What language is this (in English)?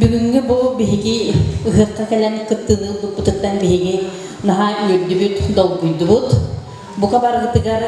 Yakut